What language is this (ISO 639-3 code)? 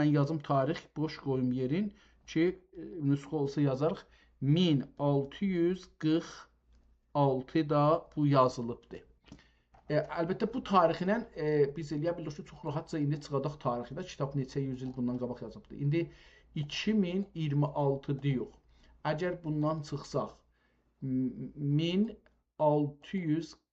azb